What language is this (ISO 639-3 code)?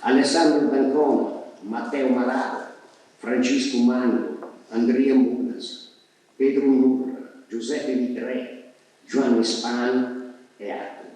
srd